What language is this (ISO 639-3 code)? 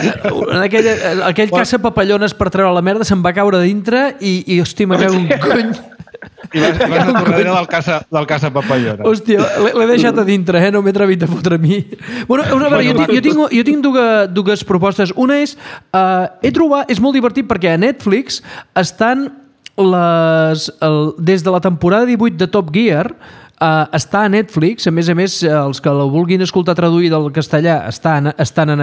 cat